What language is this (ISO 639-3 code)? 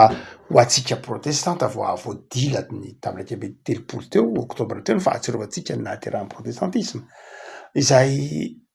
mlg